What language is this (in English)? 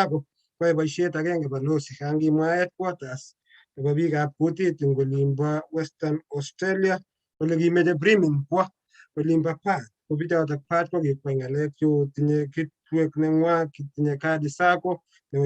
Kalenjin